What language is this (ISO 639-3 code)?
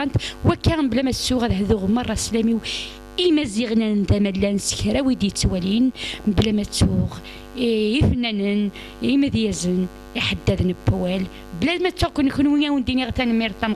kab